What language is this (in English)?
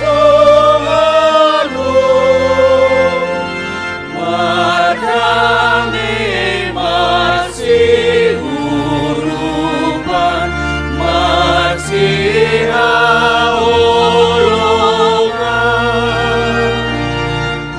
Batak Simalungun